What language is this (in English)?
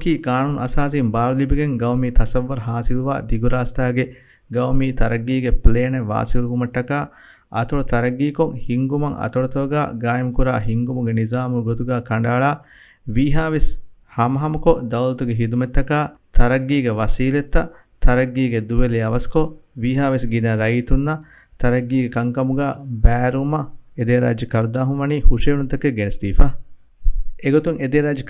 Divehi